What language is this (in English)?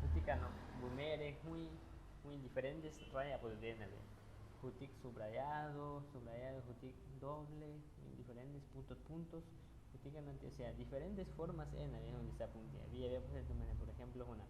Aguaruna